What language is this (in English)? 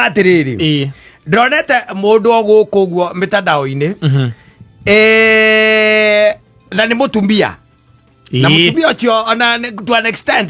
Kikuyu